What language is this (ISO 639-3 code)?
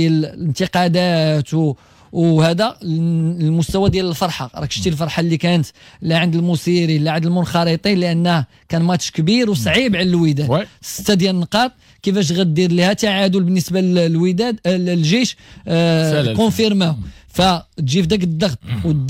ary